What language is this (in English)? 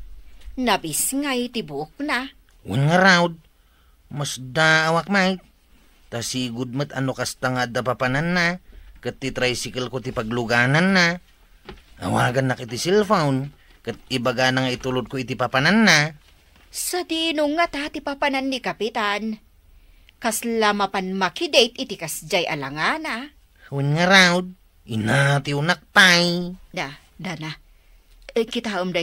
Iloko